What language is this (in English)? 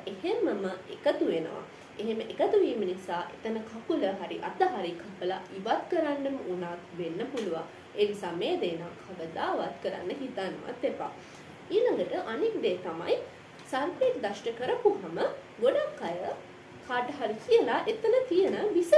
Sinhala